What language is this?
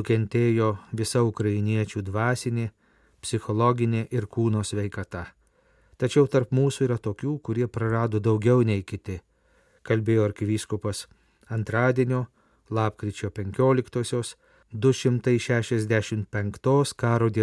Lithuanian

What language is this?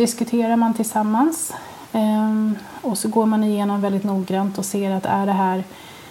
Swedish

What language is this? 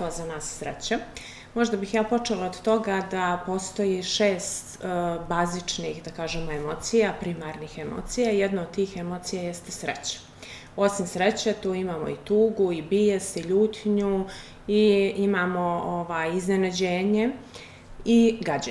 Bosnian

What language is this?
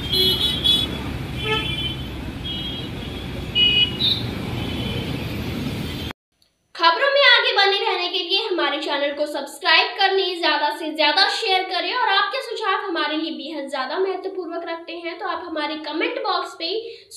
Hindi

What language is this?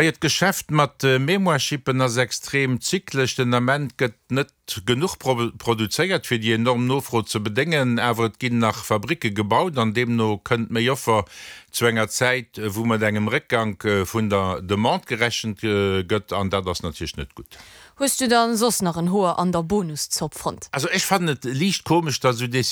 Luxembourgish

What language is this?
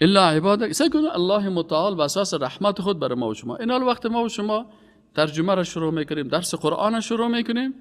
Persian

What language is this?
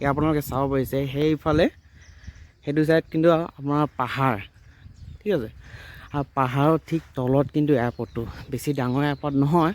Assamese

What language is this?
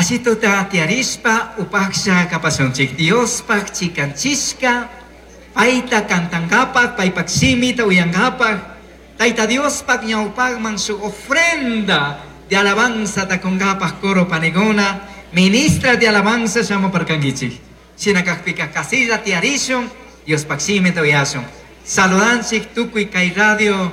Chimborazo Highland Quichua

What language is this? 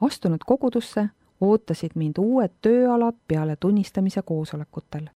Estonian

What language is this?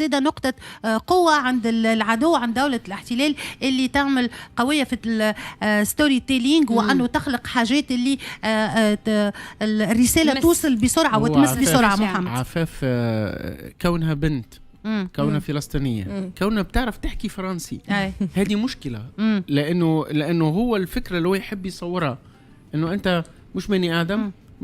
Tunisian Arabic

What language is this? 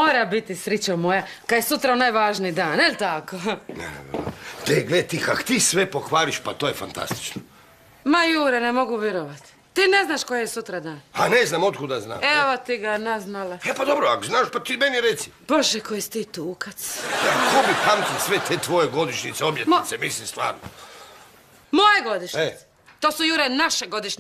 Croatian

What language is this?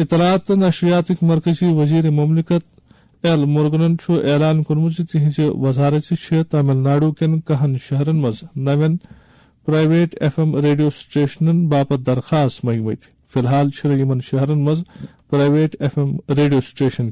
Kashmiri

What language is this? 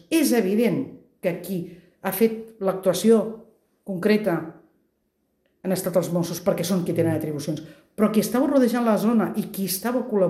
Catalan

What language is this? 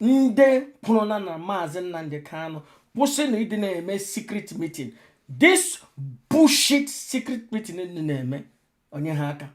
Igbo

